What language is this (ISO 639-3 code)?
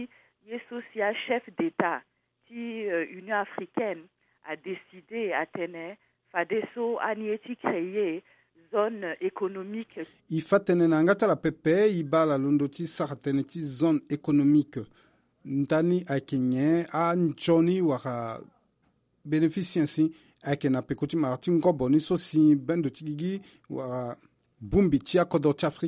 sag